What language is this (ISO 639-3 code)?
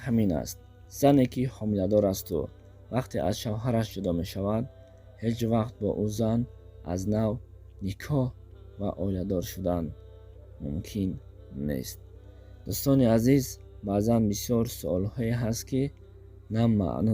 tgk